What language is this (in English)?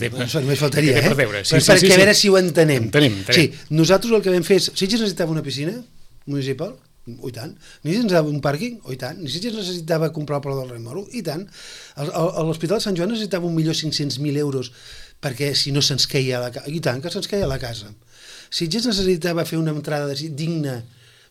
Catalan